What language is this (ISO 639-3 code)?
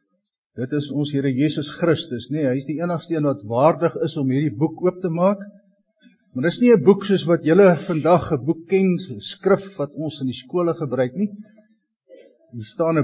afr